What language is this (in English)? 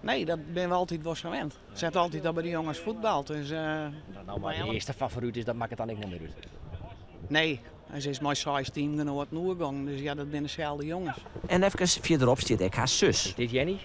Western Frisian